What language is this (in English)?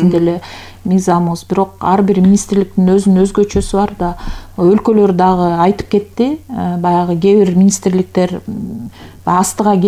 Kyrgyz